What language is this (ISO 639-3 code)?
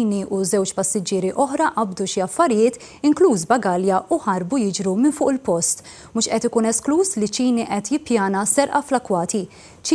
mlt